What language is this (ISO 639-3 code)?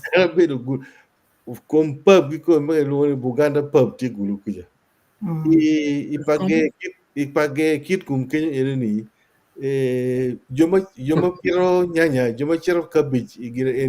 ach